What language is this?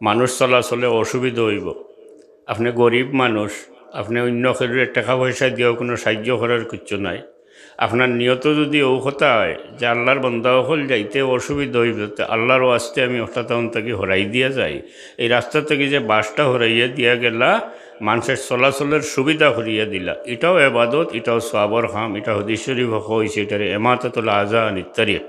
Sylheti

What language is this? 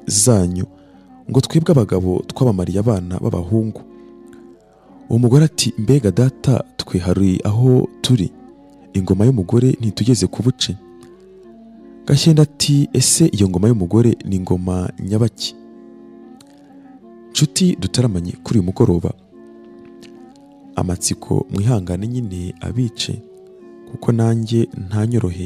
Kinyarwanda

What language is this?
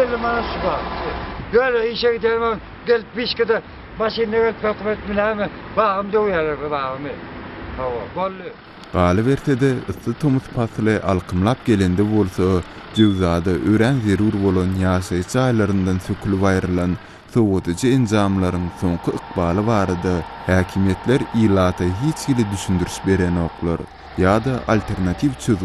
Turkmen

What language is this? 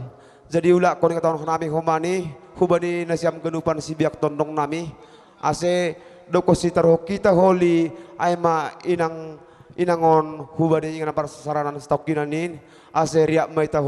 Batak Simalungun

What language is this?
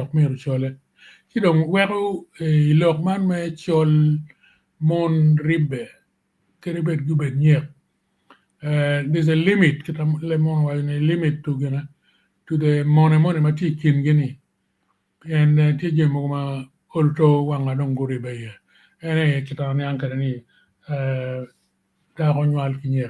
Acoli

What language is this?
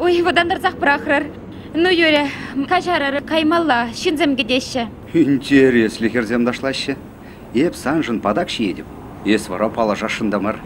Chuvash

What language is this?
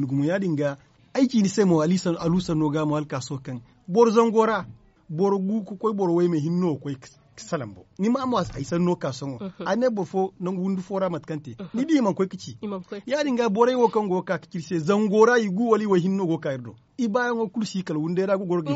Zarma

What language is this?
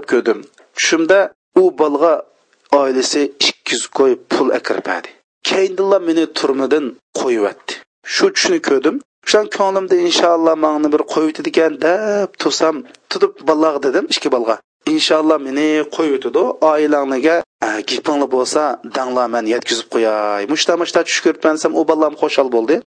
Uyghur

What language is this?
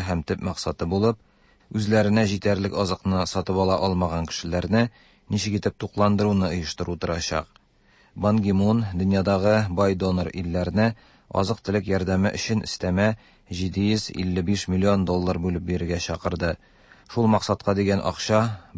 Tatar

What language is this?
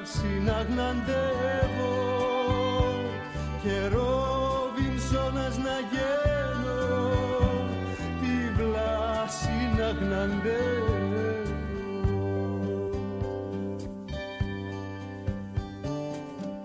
Greek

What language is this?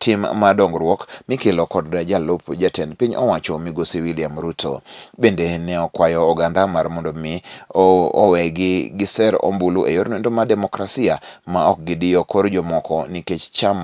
Luo (Kenya and Tanzania)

